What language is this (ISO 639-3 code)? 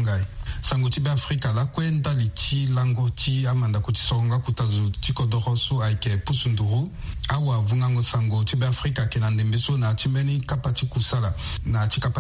sag